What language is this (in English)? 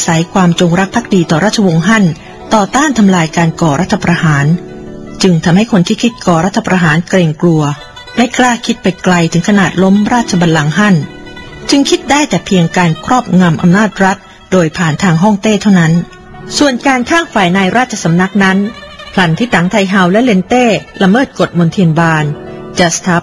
Thai